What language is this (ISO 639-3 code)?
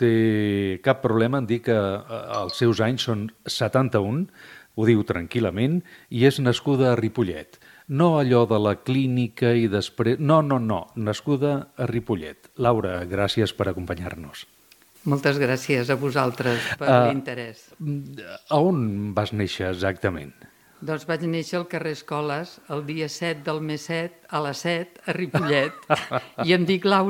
cat